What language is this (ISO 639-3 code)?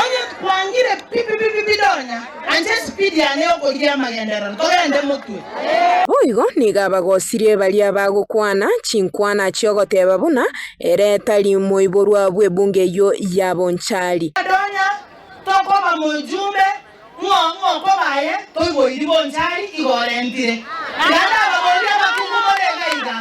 guz